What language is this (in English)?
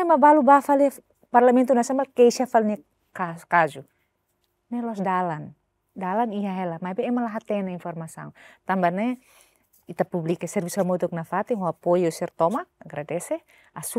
Tetum